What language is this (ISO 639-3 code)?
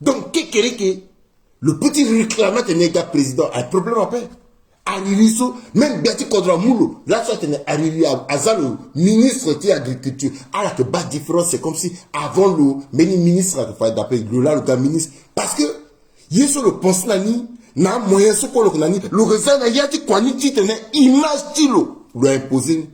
sag